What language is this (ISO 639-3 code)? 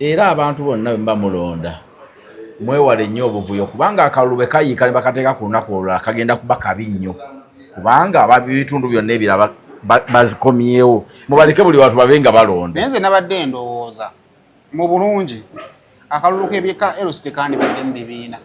lug